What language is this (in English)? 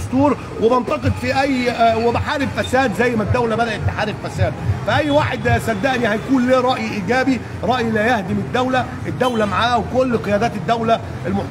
Egyptian Arabic